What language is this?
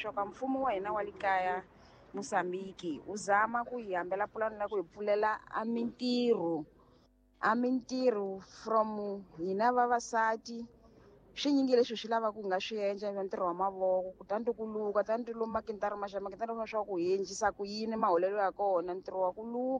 Tsonga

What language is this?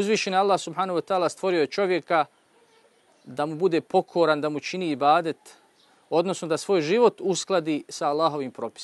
Bosnian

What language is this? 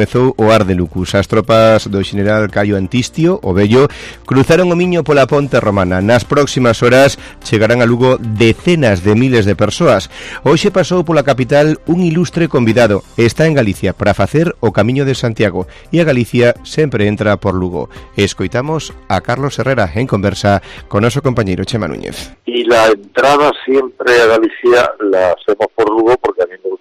Galician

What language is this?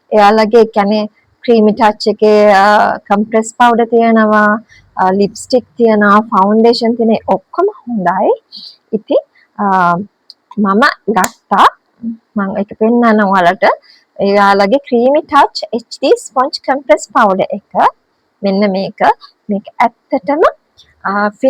Sinhala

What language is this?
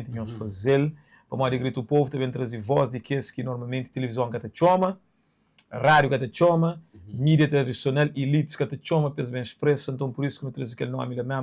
Kabuverdianu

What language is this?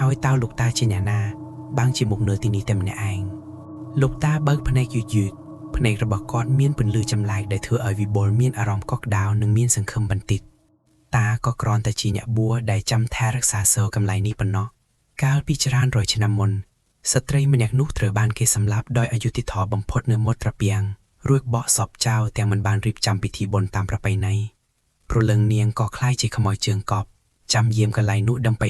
Khmer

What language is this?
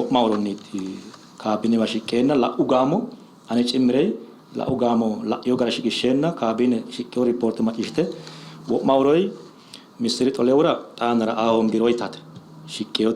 Sidamo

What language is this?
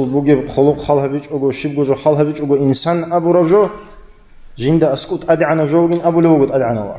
Avaric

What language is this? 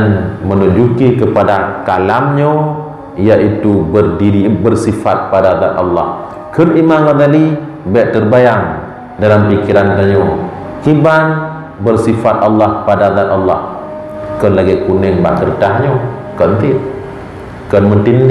Achinese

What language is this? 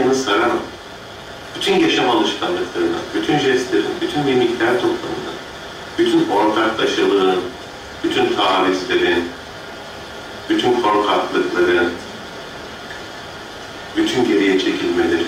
Turkish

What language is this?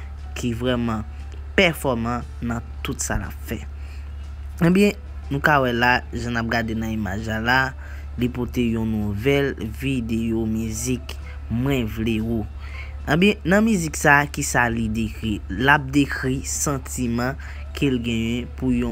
Haitian Creole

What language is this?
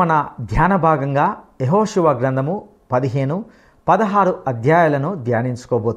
Telugu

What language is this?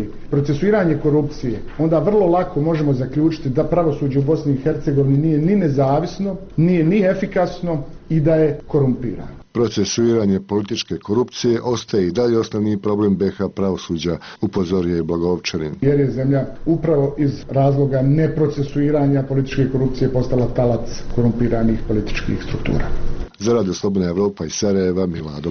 Bosnian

